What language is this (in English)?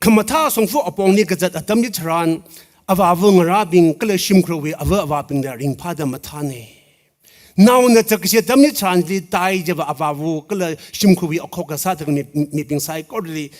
Tangkhul Naga (India)